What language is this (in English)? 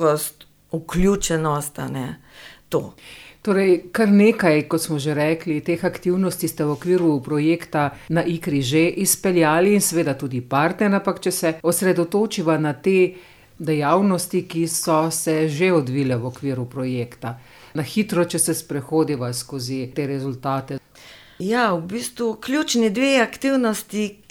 Slovenian